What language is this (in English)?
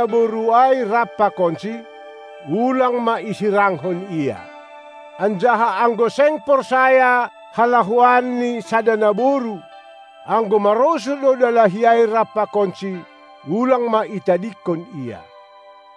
Batak Simalungun